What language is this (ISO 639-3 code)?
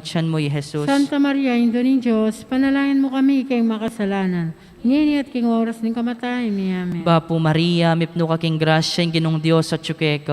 pam